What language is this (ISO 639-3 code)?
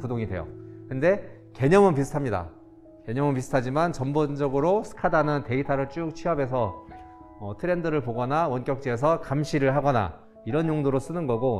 kor